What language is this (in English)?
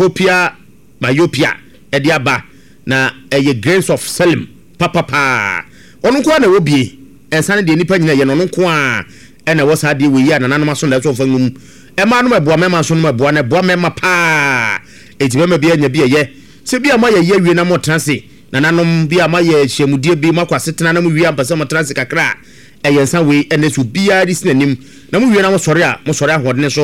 Akan